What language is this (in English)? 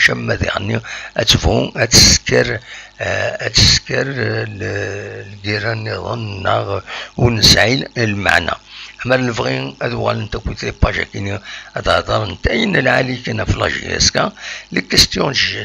Kabyle